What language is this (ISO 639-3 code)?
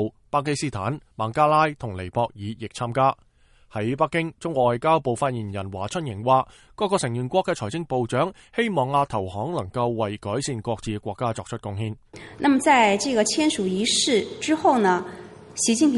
yue